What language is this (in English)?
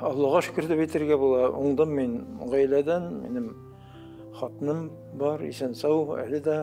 Tatar